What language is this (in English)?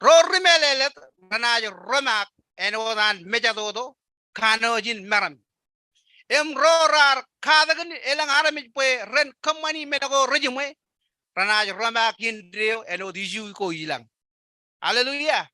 Marshallese